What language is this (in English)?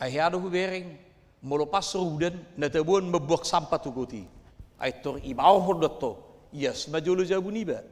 Batak Toba